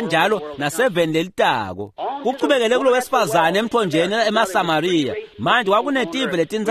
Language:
Swati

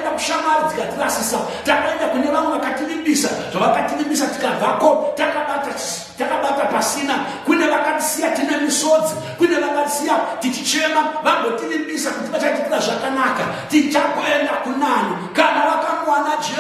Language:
Shona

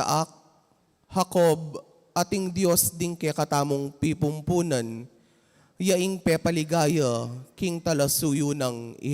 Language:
Pampanga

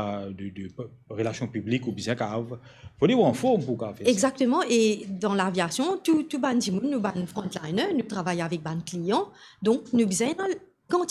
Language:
Morisyen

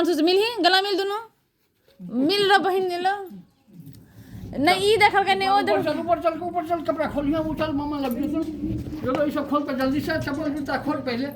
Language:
Maithili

